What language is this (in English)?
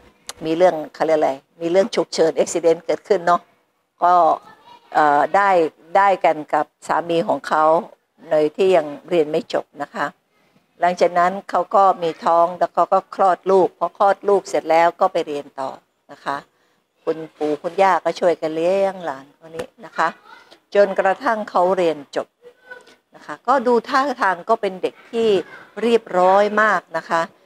Thai